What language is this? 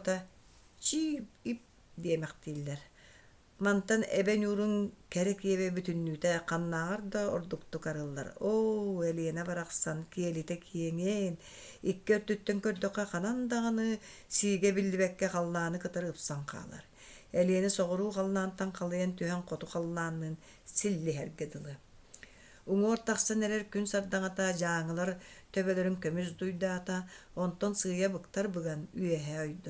Yakut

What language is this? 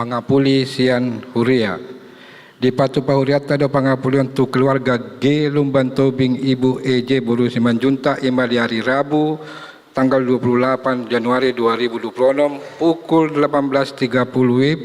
Batak Toba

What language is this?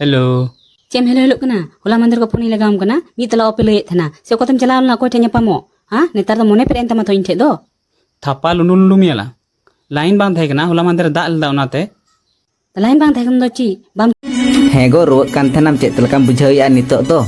Santali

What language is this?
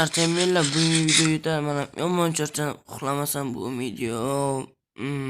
Uzbek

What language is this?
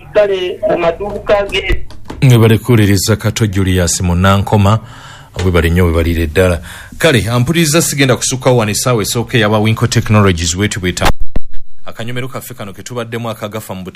Ganda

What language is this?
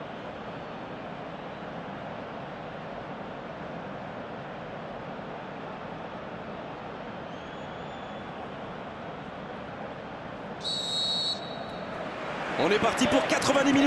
French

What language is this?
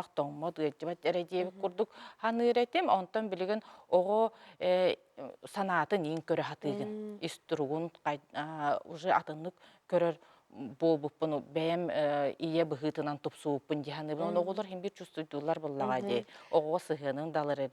Yakut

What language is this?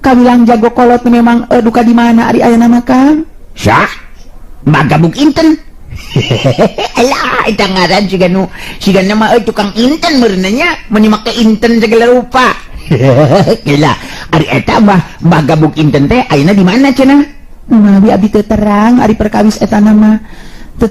Sundanese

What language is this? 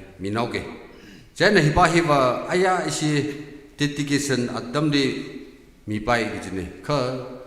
Tangkhul Naga (India)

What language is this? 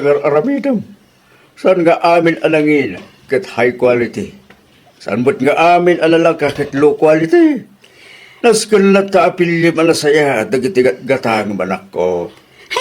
Iloko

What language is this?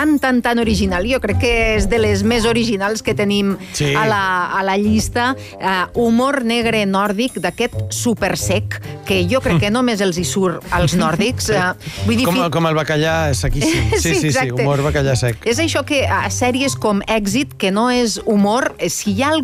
Catalan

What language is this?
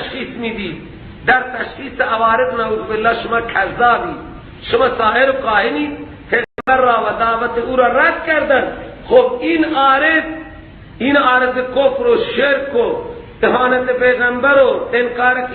Persian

